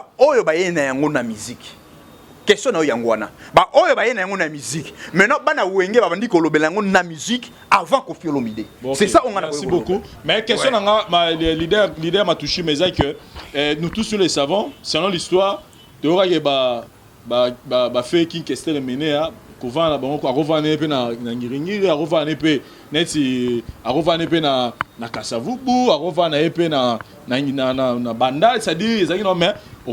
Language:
Lingala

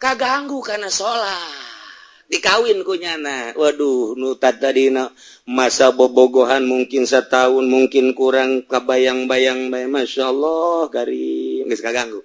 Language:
Sundanese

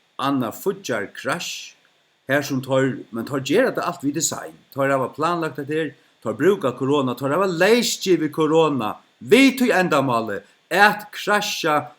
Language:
Faroese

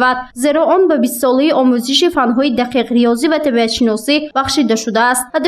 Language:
Tajik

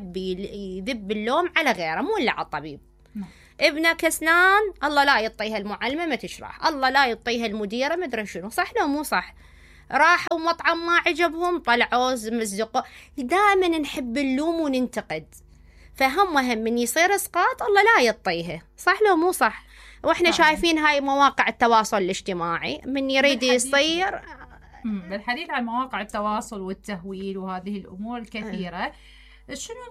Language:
Mesopotamian Arabic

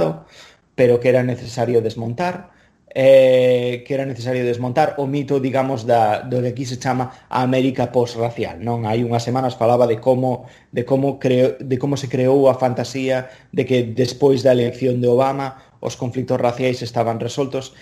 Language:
Galician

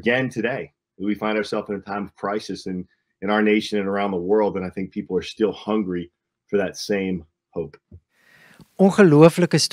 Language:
Afrikaans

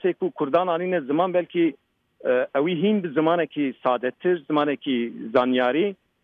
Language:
Kurdish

